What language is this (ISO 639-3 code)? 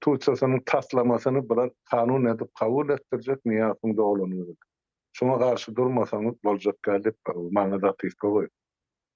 tuk